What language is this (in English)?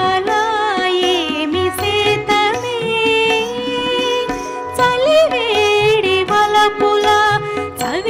Telugu